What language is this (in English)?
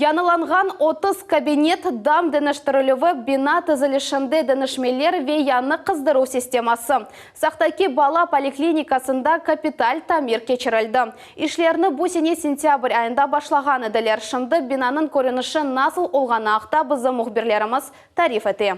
Crimean Tatar